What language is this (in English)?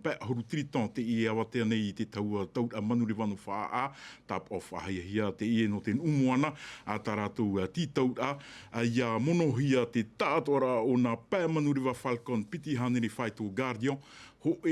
Tahitian